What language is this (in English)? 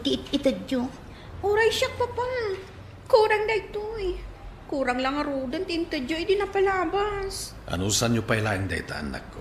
Iloko